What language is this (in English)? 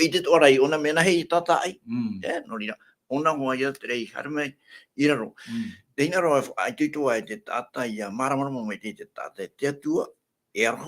Tahitian